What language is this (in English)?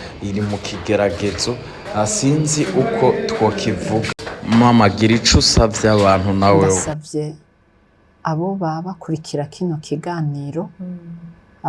Rundi